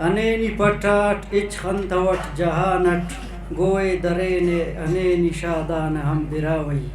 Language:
Brahui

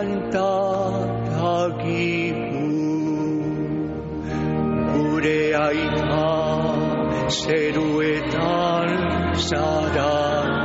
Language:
Basque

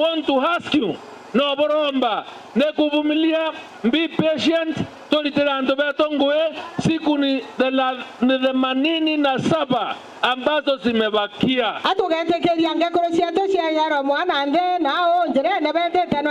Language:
Meru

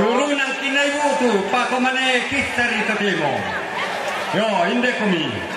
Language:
Toraja-Sa'dan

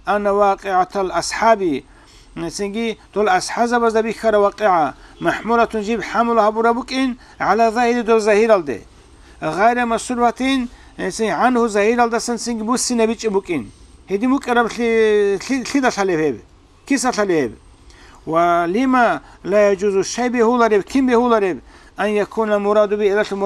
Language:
Avaric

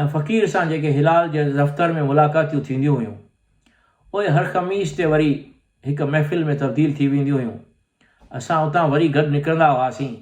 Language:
Sindhi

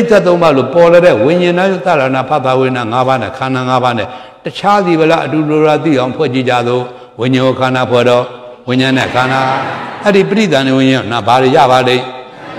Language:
Burmese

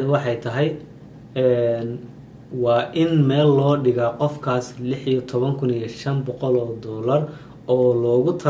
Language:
Somali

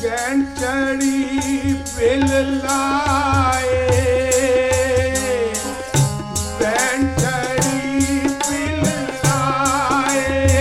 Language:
Punjabi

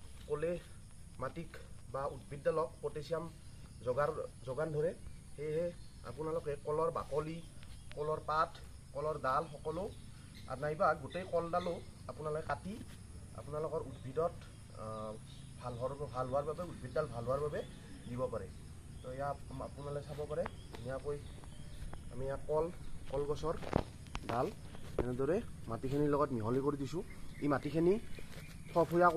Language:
Assamese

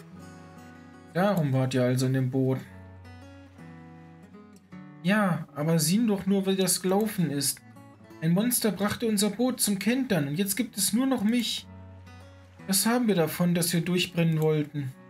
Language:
German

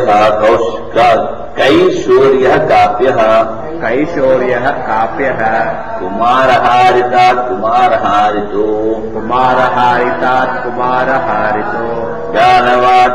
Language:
Sanskrit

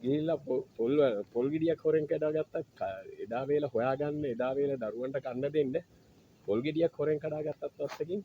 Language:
Sinhala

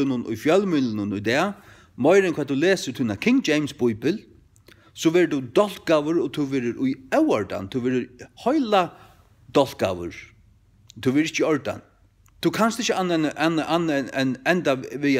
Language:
Faroese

